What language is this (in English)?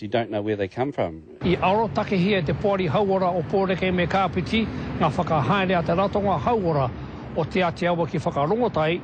Māori